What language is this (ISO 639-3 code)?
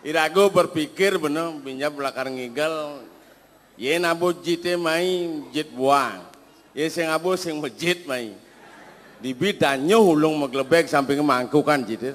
ban